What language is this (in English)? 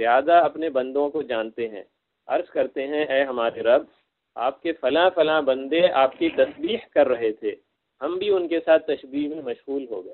Urdu